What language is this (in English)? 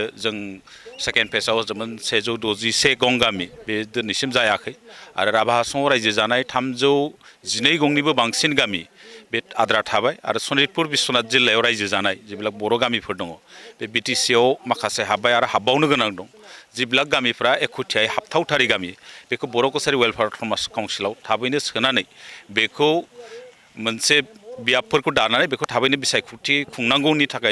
Bodo